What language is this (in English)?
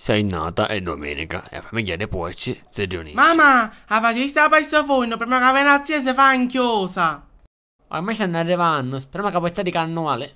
Sicilian